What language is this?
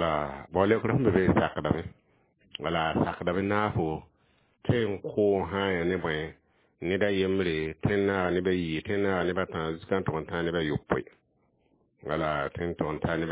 Mossi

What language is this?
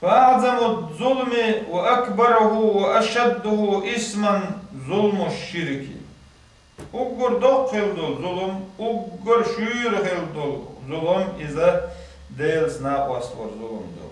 Chechen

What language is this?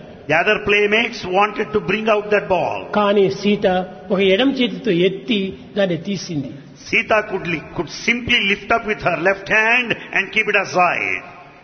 Telugu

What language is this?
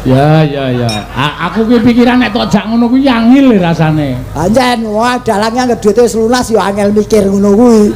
Javanese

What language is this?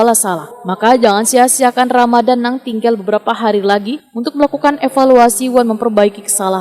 Banjar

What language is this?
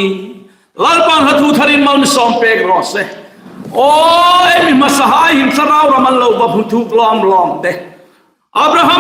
Hmar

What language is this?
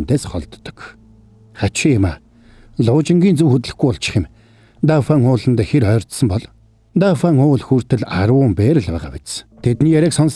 Mongolian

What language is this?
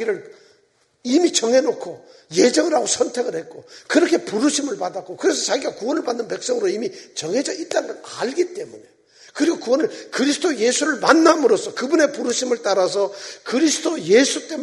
Korean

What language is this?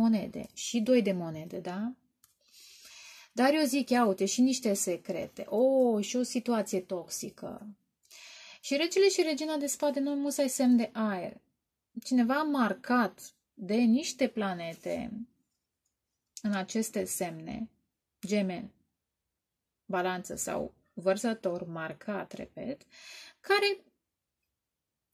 Romanian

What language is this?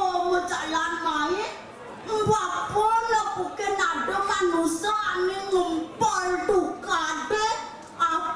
Balinese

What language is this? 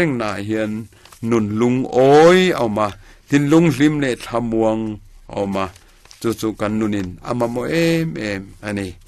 Mizo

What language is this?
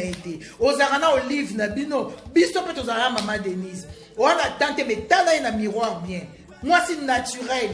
Lingala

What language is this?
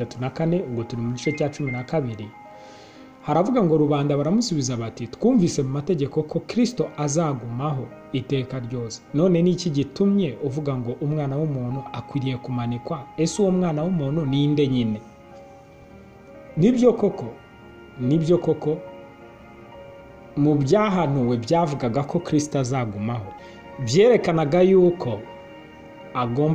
Kinyarwanda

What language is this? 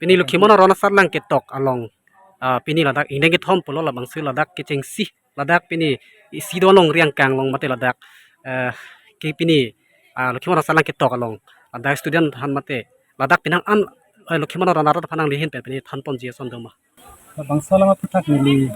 Karbi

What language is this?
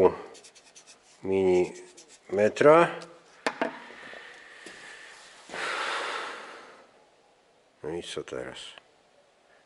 Polish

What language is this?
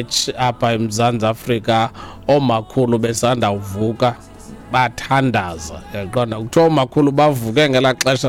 Xhosa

